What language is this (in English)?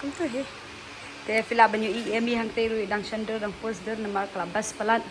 Khasi